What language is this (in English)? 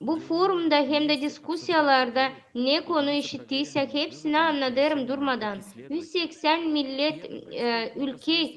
Gagauz